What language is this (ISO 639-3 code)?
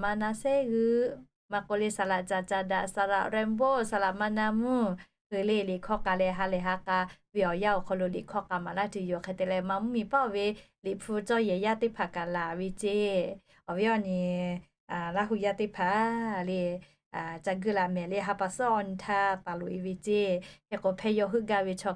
lhu